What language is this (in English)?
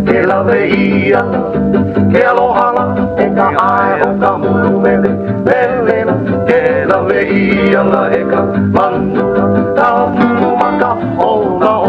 Hawaiian